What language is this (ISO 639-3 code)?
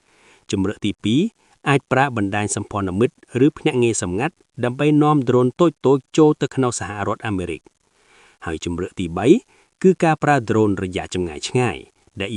khm